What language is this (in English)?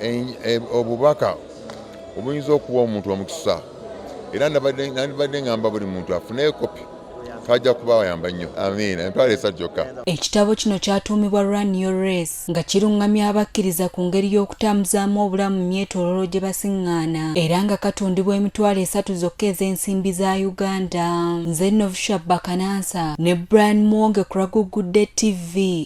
Ganda